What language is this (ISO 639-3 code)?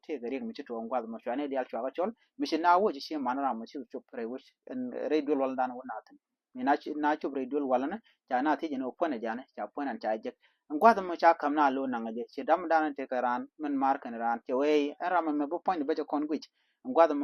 nus